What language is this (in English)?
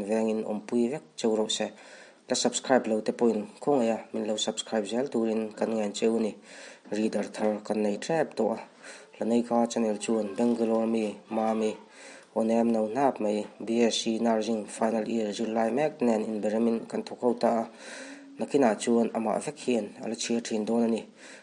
Mizo